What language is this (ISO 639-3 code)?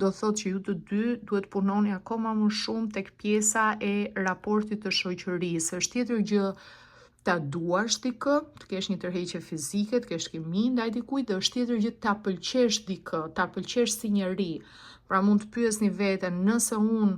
sqi